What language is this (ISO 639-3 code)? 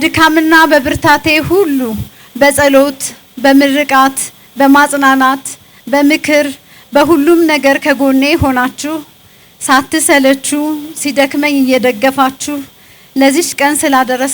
amh